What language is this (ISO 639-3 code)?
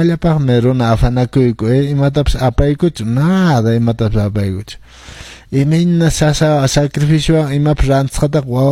que